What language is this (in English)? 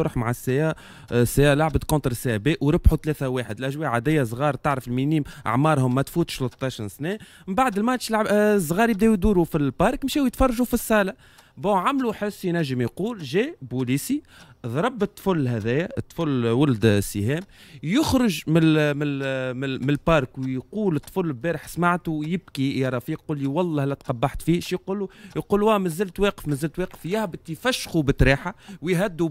Tunisian Arabic